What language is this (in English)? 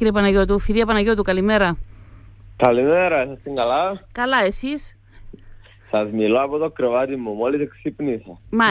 Greek